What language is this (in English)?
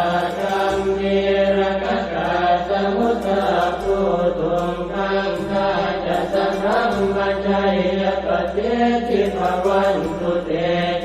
Pali